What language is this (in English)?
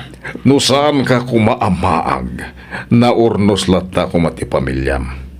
Iloko